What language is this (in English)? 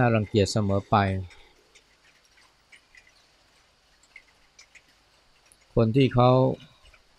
Thai